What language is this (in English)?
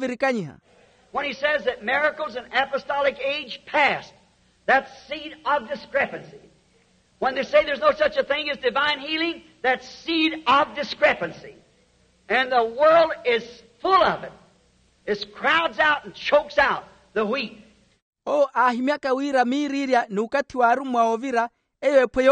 Makhuwa